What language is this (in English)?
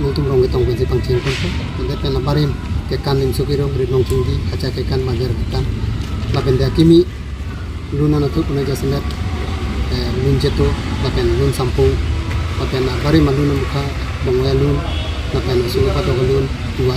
Karbi